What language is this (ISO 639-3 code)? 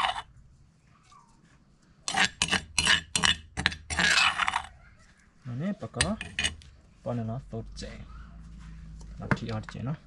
ksw